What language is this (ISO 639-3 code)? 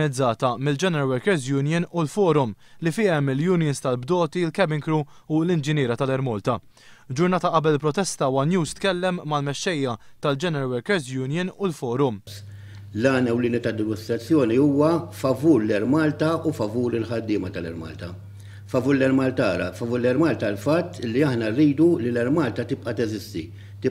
mlt